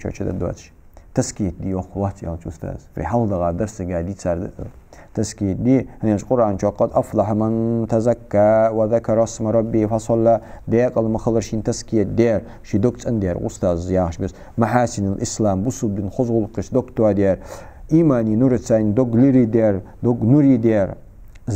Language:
Ingush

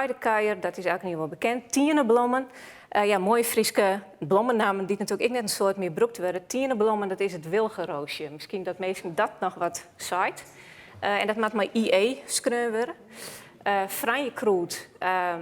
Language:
Western Frisian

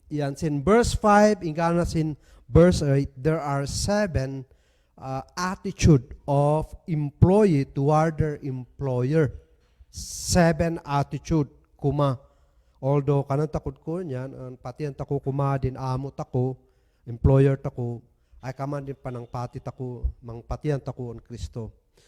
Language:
Kankanaey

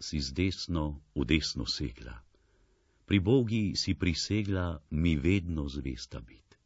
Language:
Slovenian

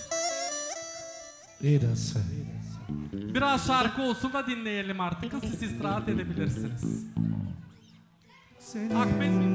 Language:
Turkish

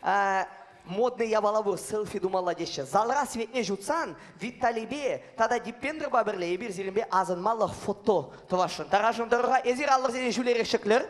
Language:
Chuvash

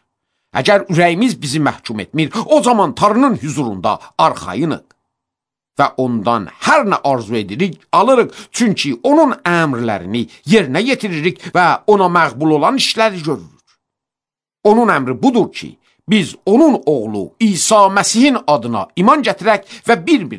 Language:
Azerbaijani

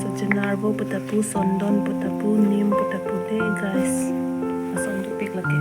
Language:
Karbi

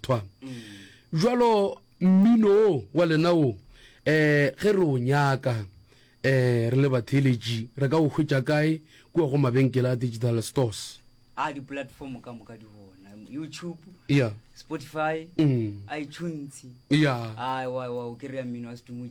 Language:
Northern Sotho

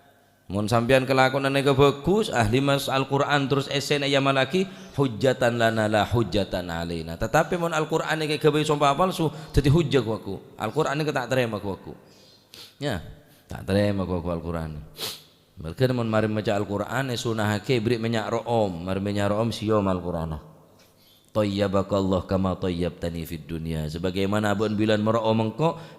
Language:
Madurese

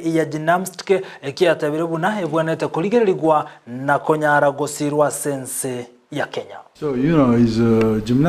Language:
Gusii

